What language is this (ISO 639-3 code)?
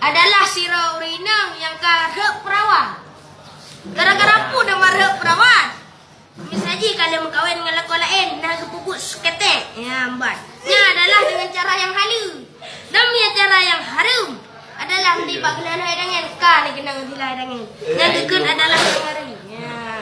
ace